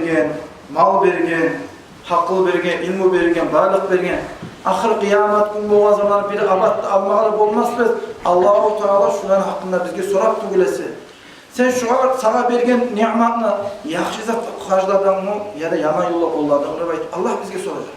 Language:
Kumyk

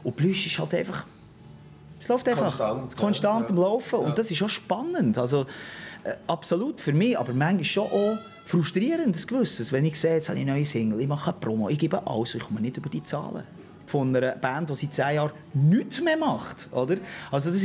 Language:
Swiss German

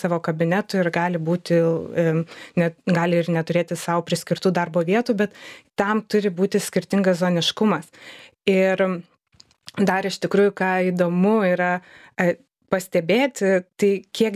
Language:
Lithuanian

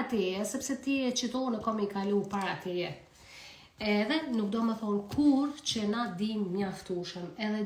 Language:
Albanian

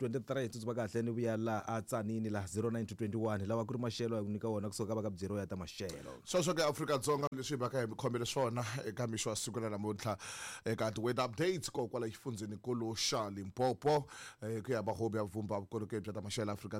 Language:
Tsonga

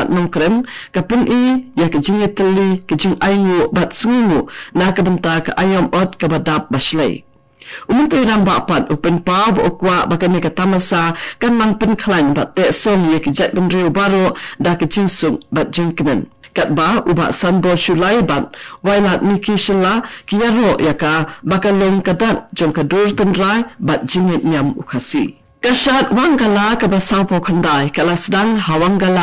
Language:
Khasi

